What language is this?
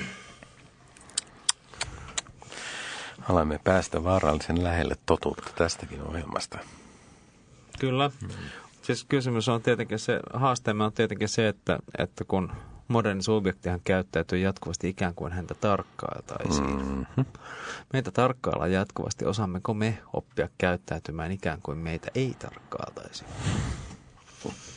Finnish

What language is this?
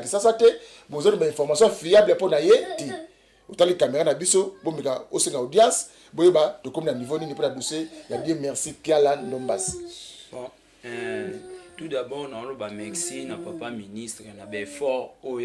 Lingala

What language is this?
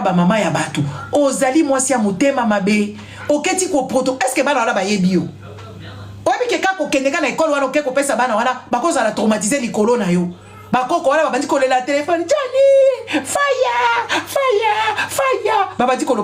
Lingala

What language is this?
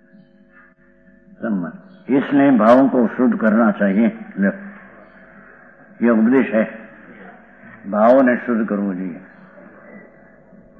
Gujarati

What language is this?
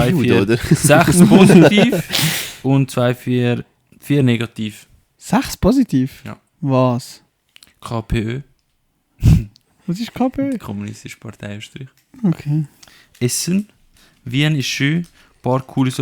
Swiss German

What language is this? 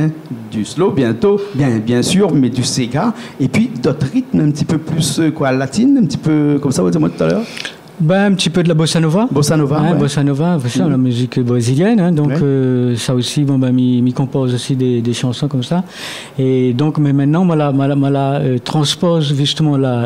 Réunion Creole French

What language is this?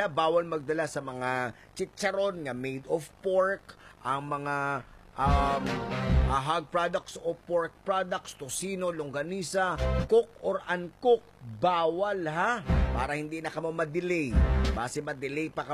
Hiligaynon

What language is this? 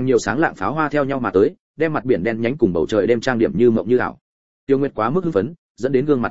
Vietnamese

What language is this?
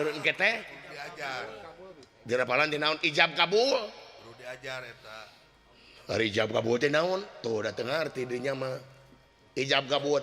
Sundanese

